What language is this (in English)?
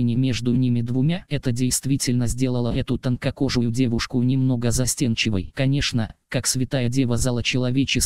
Russian